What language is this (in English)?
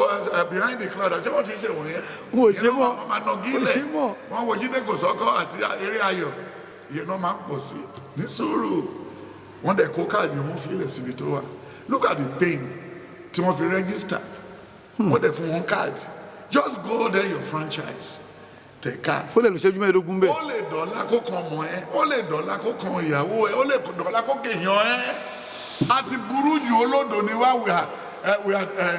Yoruba